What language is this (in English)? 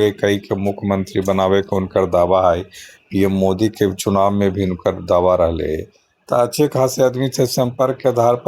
Magahi